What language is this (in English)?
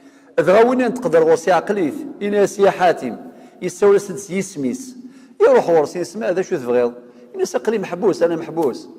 Kabyle